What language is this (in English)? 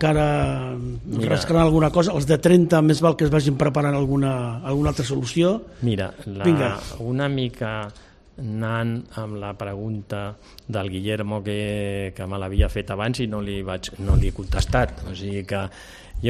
Catalan